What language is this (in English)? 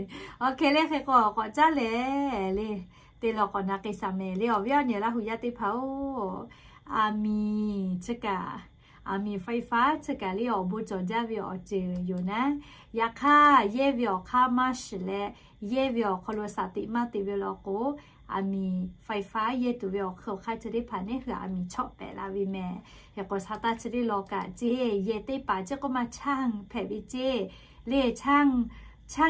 Lahu